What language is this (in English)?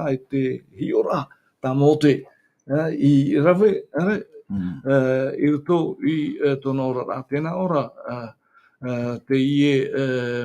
Tahitian